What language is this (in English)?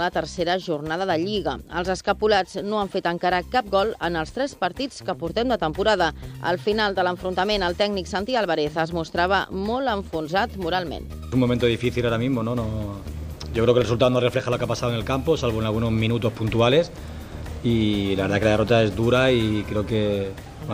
Catalan